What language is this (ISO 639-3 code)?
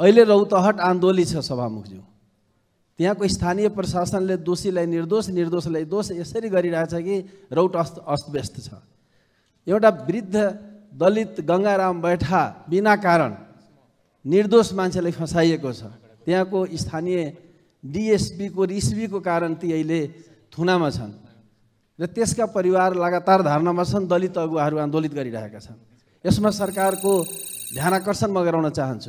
nep